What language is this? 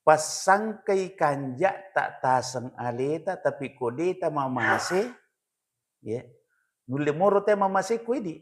Buginese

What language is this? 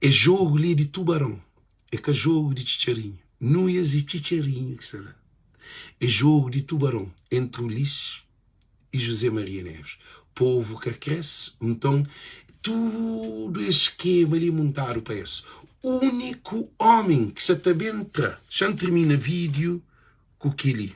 Kabuverdianu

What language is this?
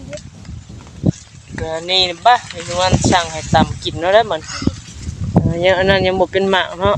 Northeastern Thai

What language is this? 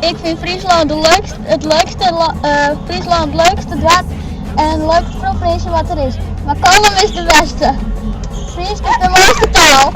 Western Frisian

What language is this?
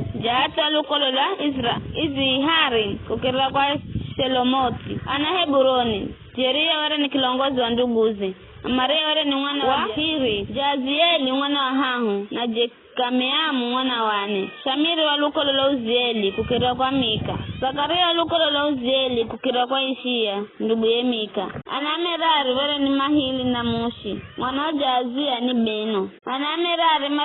Giryama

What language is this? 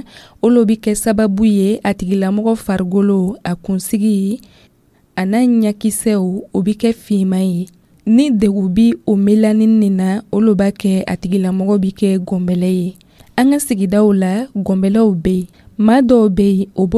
Dyula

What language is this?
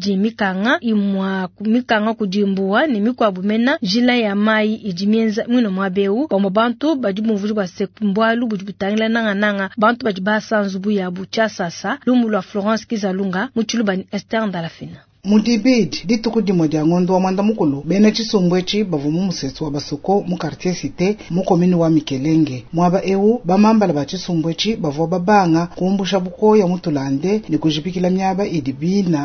Luba-Lulua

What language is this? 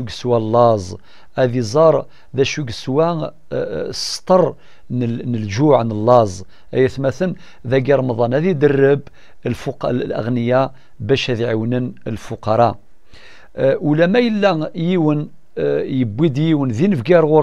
Kabyle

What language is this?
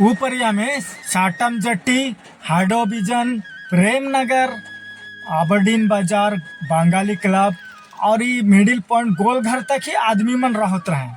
Sadri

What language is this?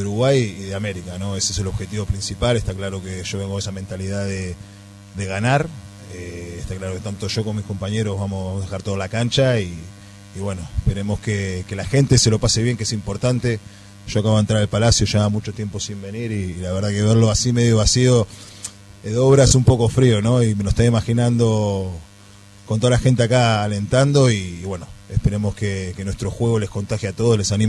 Spanish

